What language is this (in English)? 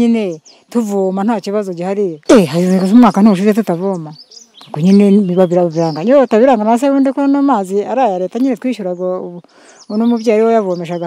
Kinyarwanda